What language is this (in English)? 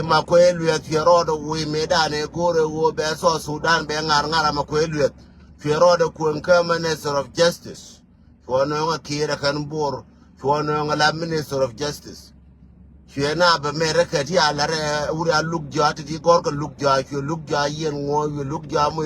Nuer